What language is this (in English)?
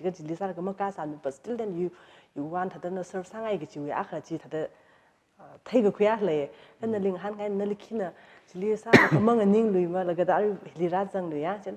Tangkhul Naga (India)